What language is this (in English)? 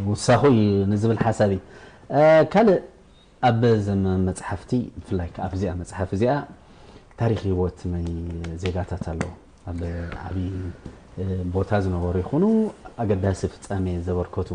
Tigrinya